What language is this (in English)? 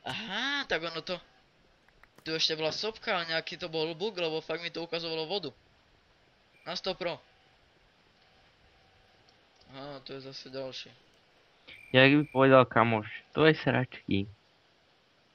Slovak